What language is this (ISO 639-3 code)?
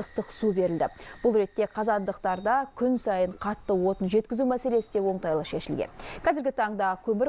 kaz